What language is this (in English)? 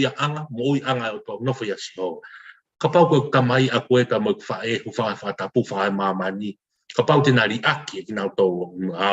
Tongan